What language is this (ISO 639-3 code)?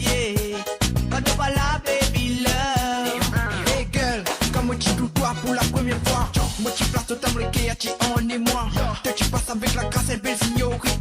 mfe